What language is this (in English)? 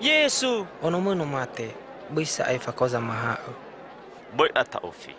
Nias